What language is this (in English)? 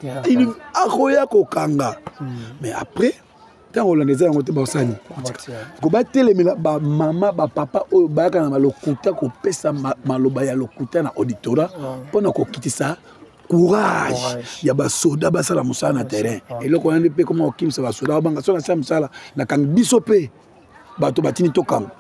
Lingala